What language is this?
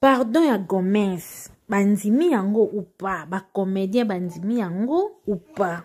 Lingala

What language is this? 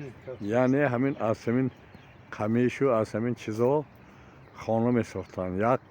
Tajik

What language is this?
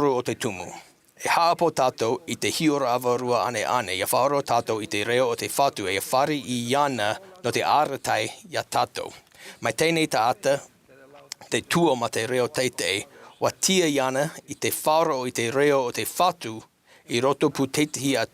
Tahitian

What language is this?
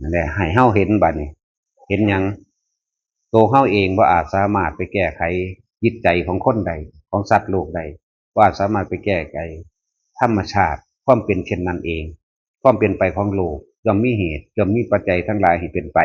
Northeastern Thai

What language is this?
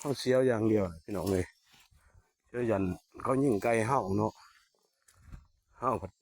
Lao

